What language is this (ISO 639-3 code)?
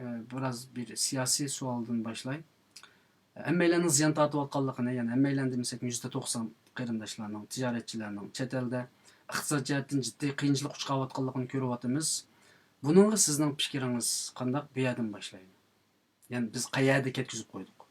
uig